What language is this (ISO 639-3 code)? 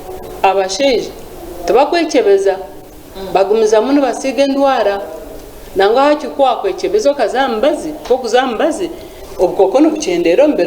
nyn